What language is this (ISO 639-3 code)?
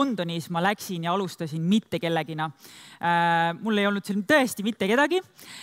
est